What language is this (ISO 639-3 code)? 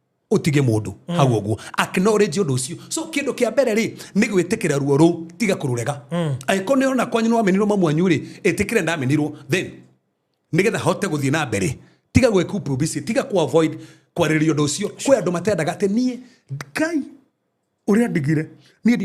kik